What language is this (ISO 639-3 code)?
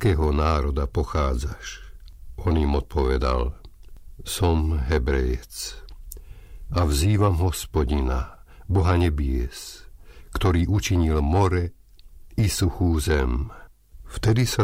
slk